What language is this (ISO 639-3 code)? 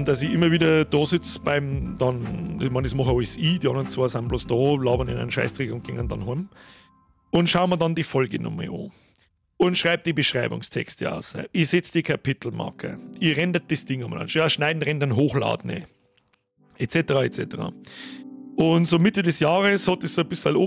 bar